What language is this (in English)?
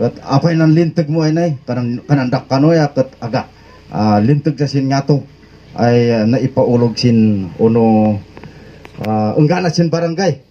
Kankanaey